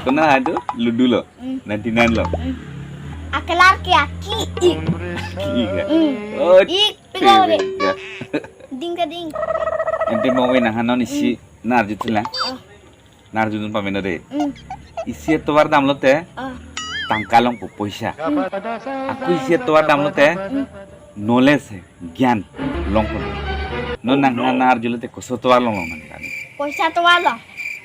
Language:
Karbi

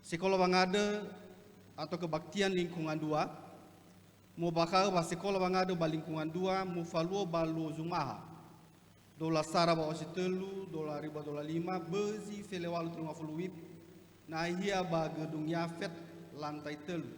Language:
Nias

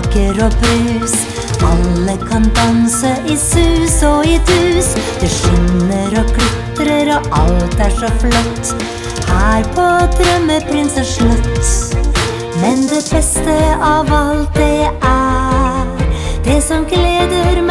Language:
Norwegian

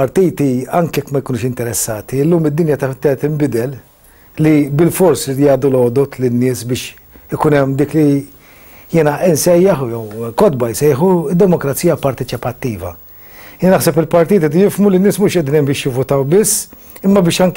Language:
Maltese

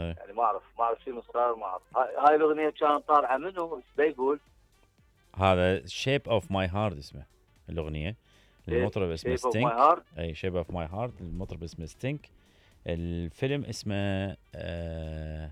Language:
Mesopotamian Arabic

